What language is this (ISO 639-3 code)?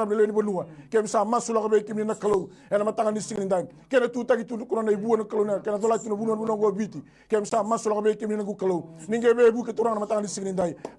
fij